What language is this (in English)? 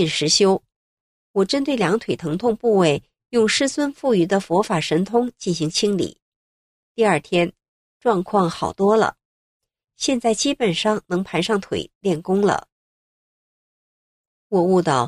Chinese